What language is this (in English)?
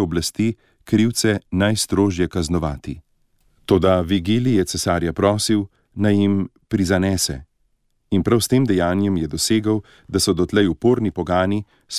Slovenian